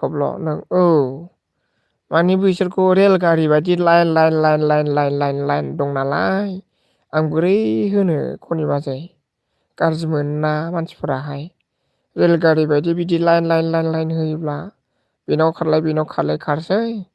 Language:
Bodo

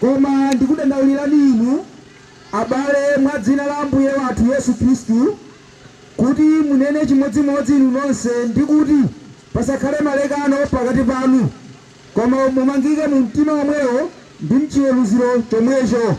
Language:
Nyanja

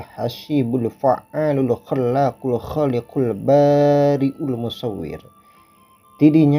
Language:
Sundanese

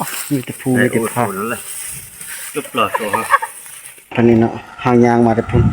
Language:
Northeastern Thai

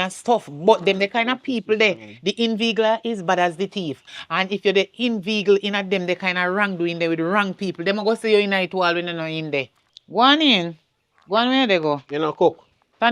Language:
Jamaican Creole English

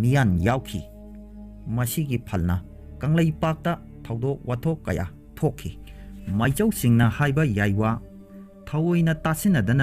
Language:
Manipuri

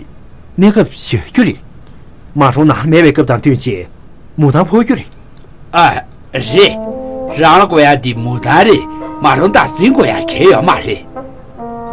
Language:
Tibetan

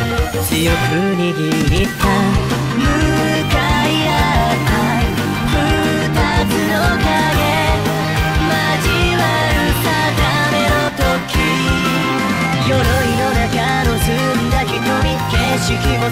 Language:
Japanese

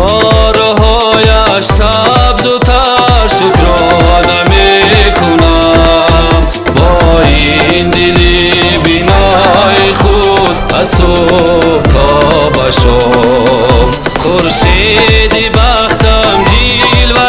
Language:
Tajik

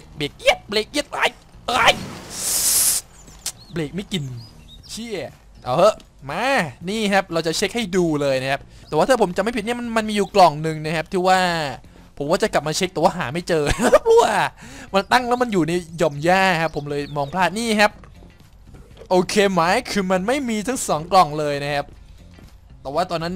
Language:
Thai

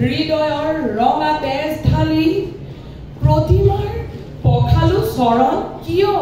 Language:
Assamese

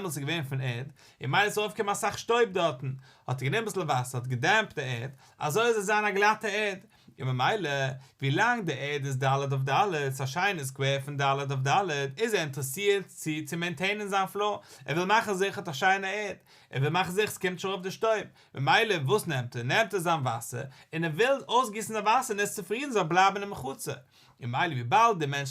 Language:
Yiddish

